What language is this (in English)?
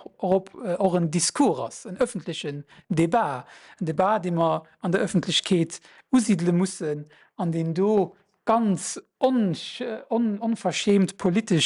Luxembourgish